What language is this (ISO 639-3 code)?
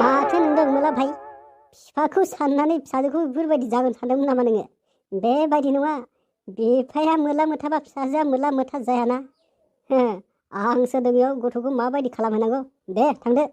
brx